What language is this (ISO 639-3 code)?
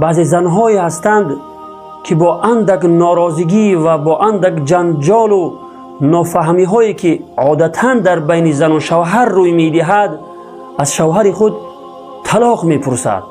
tgk